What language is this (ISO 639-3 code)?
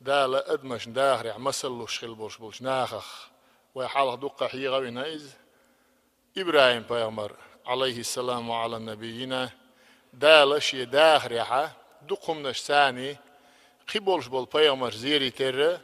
che